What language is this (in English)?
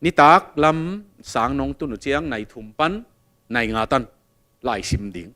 Tedim Chin